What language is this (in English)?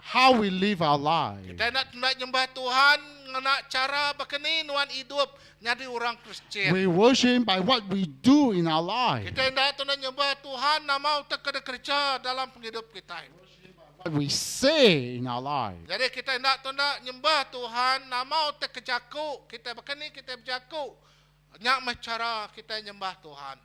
Iban